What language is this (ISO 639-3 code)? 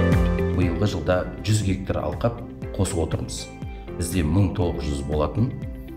kaz